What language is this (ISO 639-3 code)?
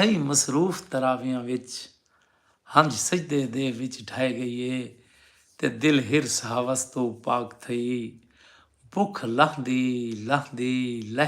skr